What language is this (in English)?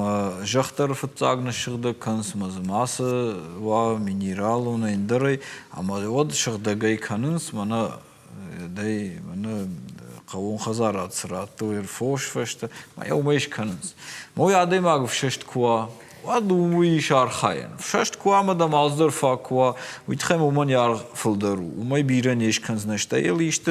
Ossetic